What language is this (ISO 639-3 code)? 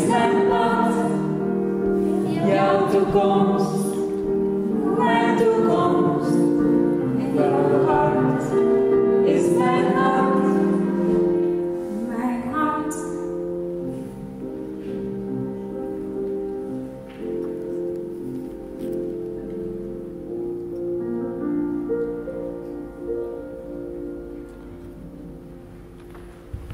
nld